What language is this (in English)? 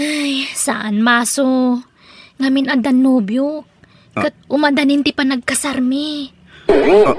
Iloko